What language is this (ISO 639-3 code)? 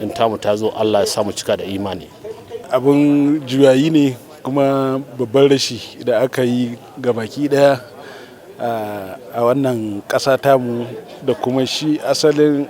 hau